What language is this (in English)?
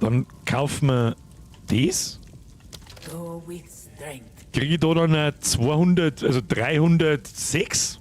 Bavarian